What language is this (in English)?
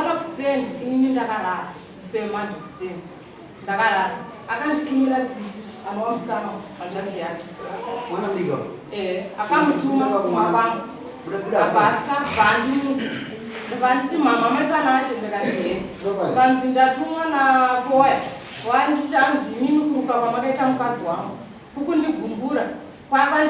Shona